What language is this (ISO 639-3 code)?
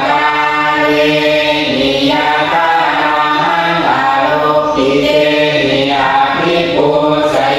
pli